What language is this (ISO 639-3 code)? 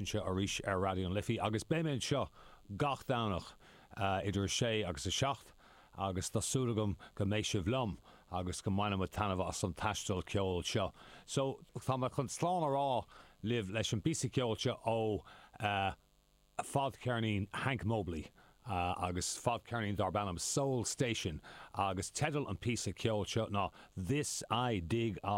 gle